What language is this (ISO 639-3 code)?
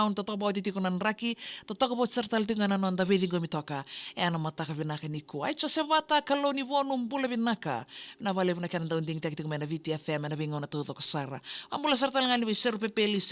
fij